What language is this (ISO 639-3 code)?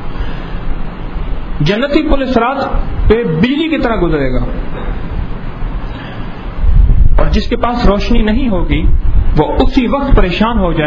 urd